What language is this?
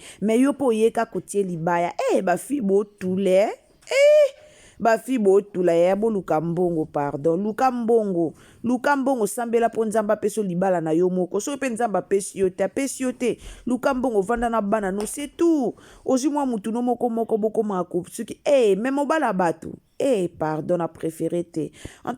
Lingala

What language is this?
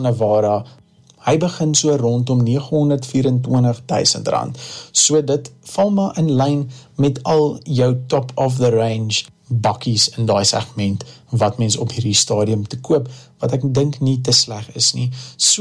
Afrikaans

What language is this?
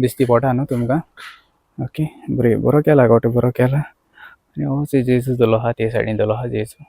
Konkani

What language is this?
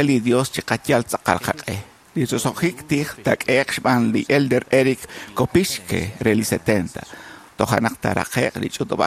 Kekchí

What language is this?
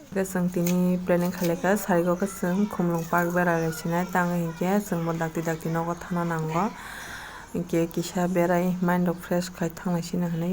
Kok Borok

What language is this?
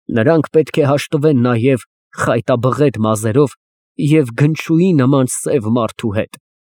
Armenian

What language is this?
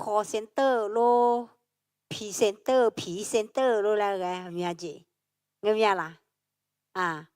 Akha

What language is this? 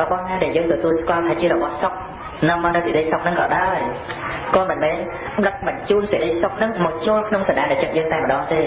Khmer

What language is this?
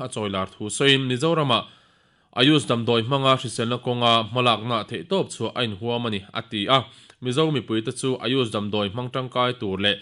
Mizo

